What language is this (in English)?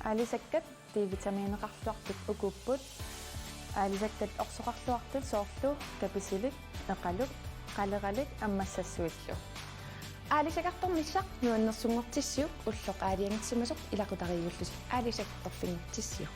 Kalaallisut